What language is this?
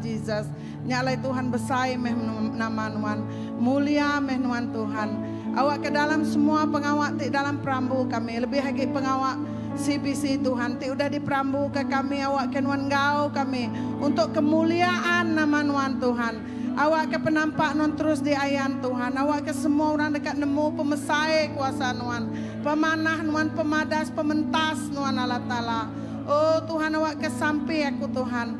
Iban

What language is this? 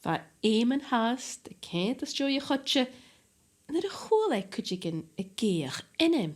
Scottish Gaelic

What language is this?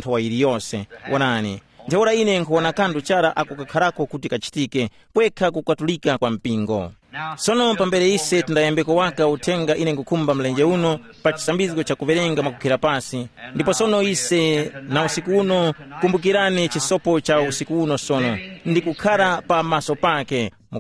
Tumbuka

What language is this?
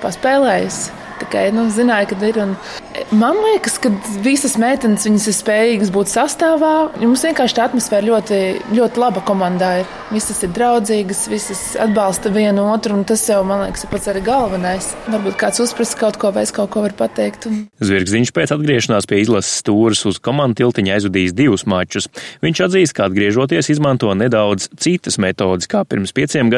Latvian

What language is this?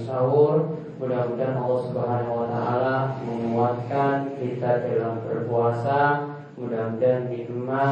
Indonesian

